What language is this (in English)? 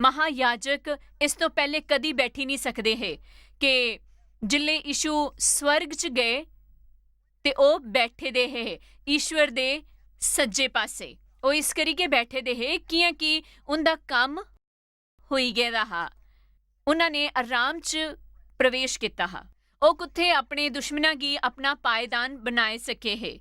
Dogri